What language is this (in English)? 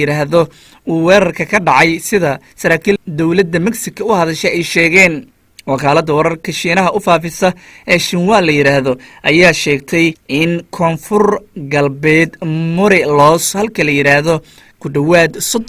Somali